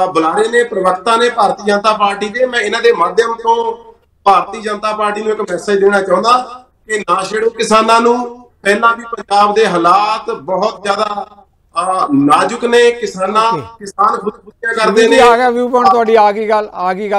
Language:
Punjabi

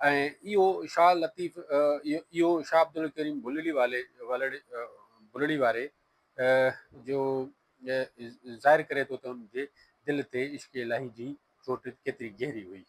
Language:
Sindhi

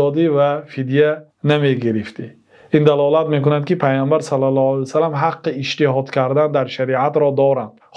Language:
Tajik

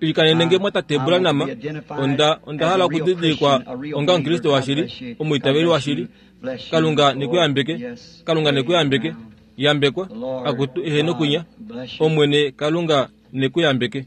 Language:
Kuanyama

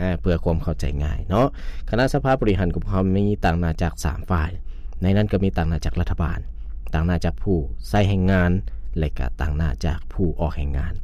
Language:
Lao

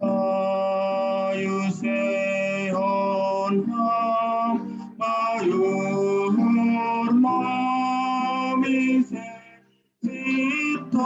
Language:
Batak Simalungun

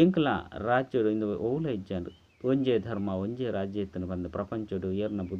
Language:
Tulu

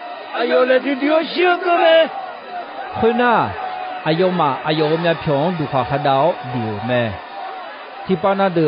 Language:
Akha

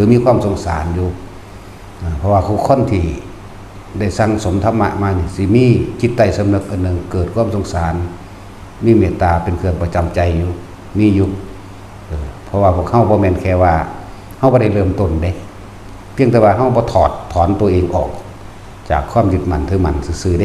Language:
Northeastern Thai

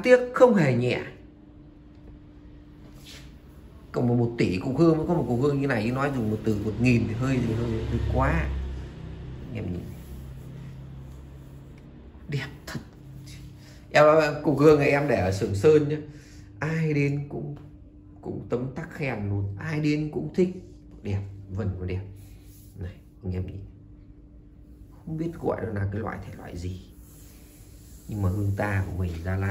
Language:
Vietnamese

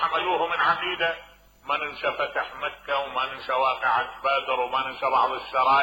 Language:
Mesopotamian Arabic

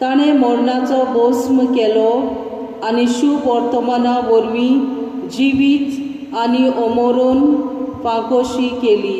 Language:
Konkani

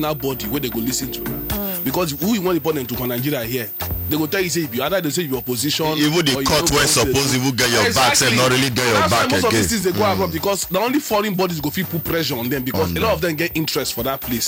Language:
Nigerian Pidgin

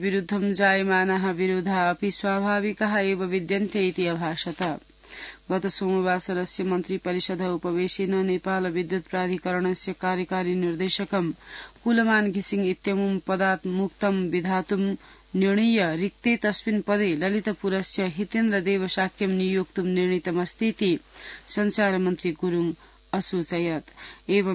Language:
Sanskrit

